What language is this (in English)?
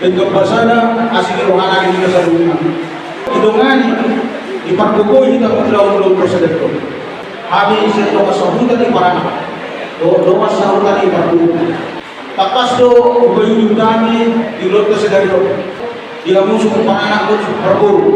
Batak Toba